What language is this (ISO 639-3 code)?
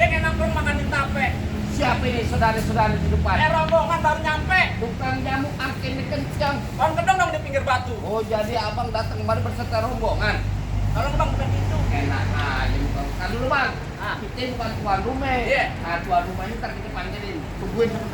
bew